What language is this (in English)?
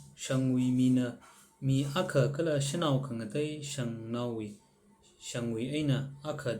Tangkhul Naga (India)